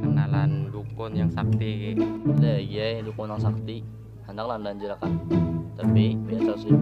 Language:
Banjar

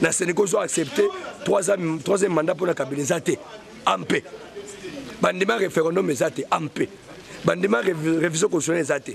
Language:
Lingala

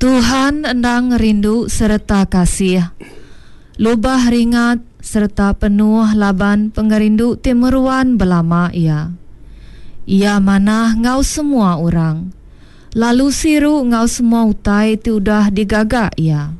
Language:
Iban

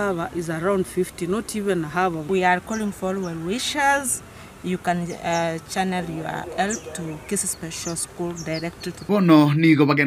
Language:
Gusii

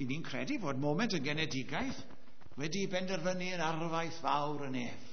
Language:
Welsh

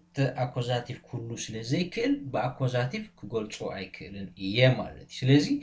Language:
Tigrinya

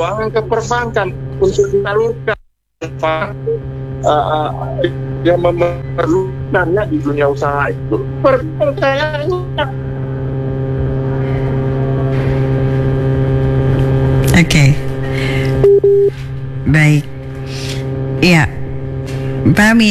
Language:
Indonesian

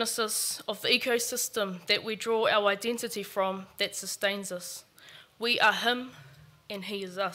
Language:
Māori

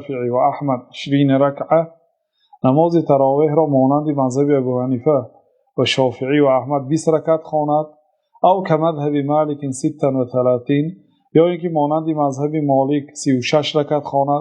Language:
Tajik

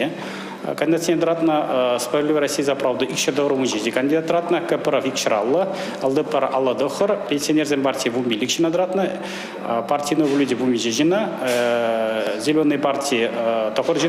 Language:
Chuvash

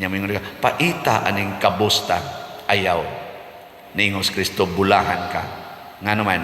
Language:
Cebuano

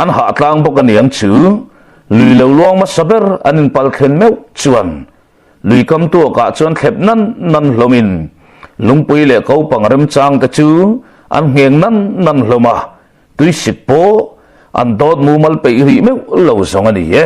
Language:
Mizo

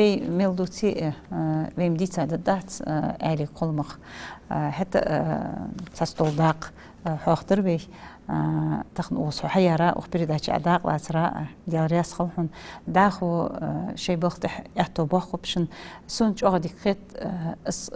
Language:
Ingush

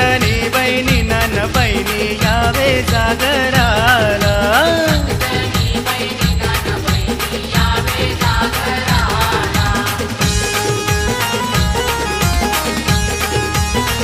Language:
Marathi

